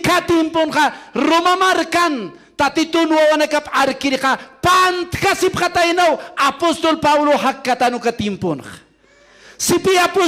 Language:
Aymara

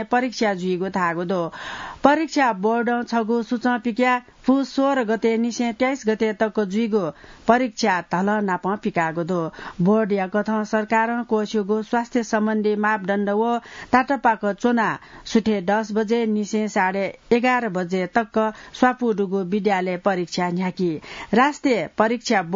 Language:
Newari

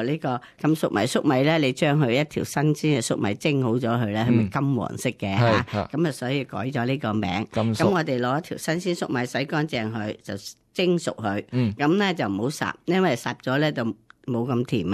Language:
Cantonese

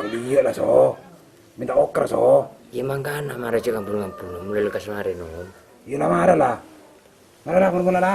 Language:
Madurese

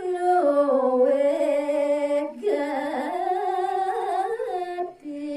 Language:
Balinese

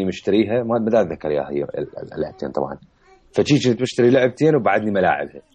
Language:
Mesopotamian Arabic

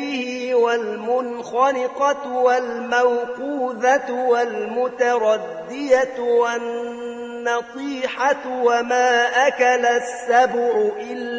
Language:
Arabic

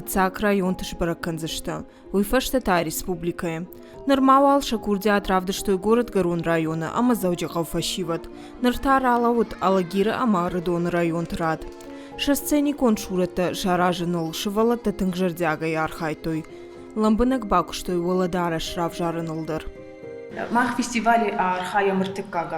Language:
Ossetic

